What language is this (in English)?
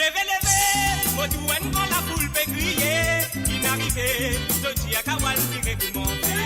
Morisyen